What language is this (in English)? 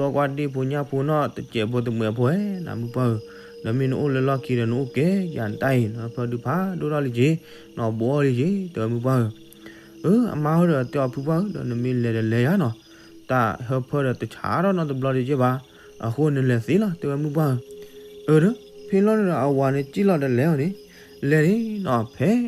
S'gaw Karen